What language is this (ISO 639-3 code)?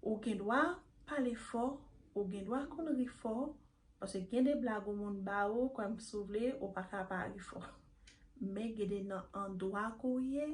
hat